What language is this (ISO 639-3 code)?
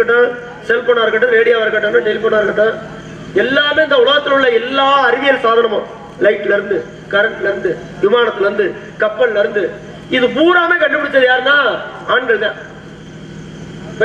tam